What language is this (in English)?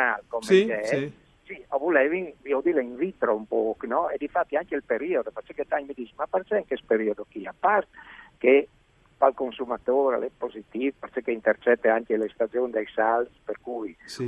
Friulian